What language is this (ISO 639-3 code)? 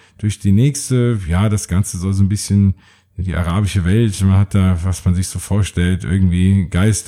deu